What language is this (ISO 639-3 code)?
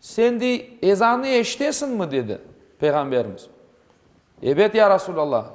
crh